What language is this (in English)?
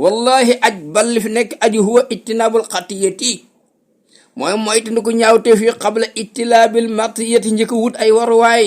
Wolof